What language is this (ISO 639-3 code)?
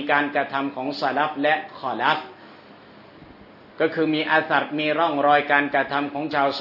tha